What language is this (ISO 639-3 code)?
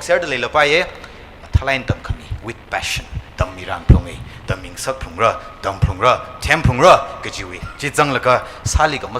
nmf